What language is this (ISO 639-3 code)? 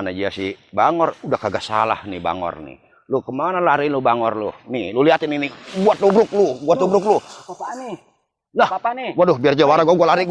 bew